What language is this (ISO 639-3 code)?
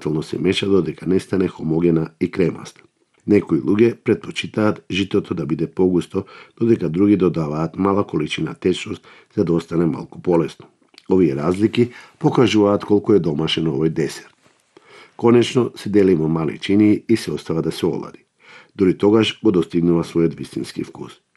mkd